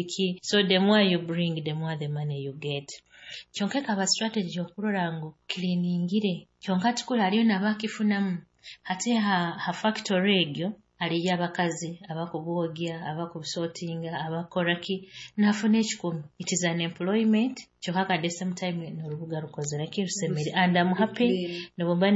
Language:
Nyoro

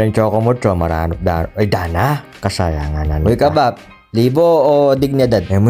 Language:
Pampanga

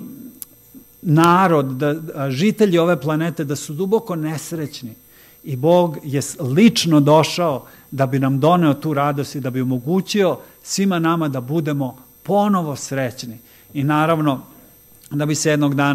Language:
Serbian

